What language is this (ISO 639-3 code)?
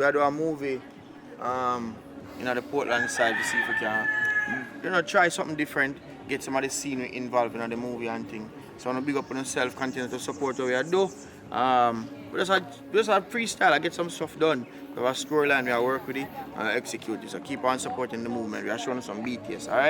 jam